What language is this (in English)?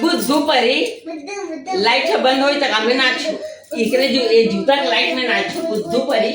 Chhattisgarhi